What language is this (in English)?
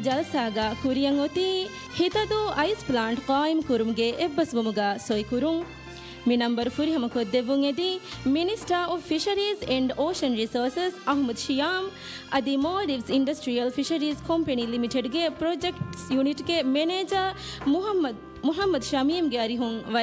Divehi